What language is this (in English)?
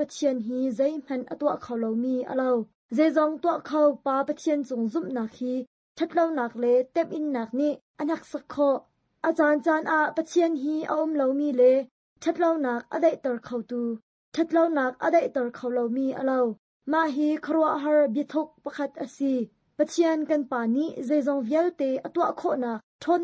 Hakha Chin